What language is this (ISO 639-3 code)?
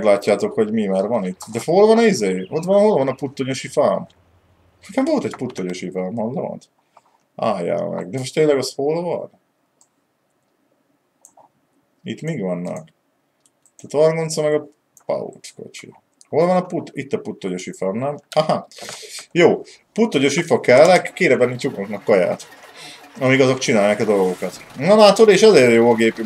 hun